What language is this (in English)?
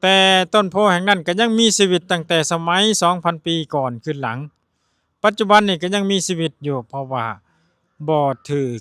Lao